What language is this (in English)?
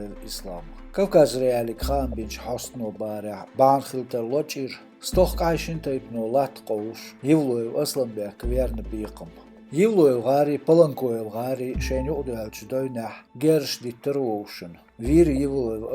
Chechen